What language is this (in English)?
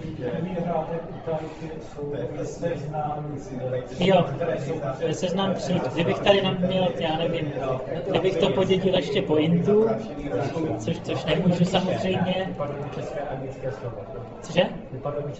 Czech